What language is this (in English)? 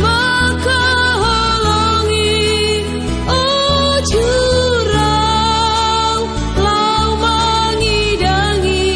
Batak Simalungun